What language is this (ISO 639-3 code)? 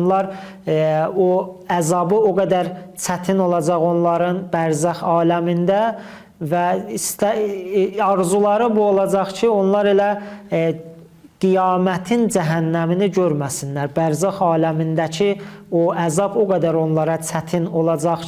aze